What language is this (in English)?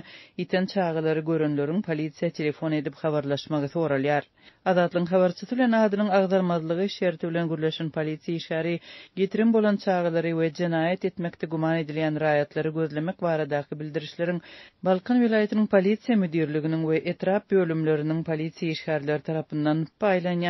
Turkmen